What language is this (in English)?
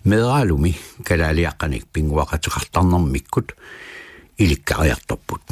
Kalaallisut